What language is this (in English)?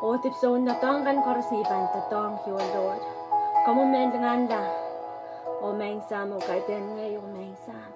Pohnpeian